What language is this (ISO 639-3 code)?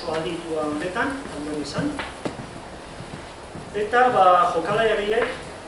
eus